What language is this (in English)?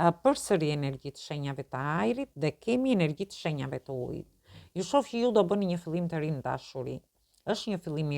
Albanian